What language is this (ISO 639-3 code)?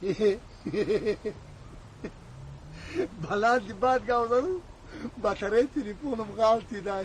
tgk